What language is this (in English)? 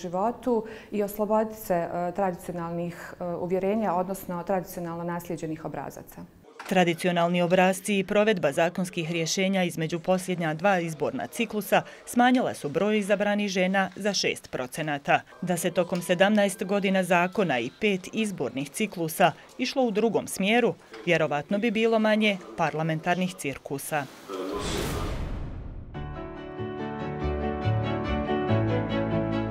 Bosnian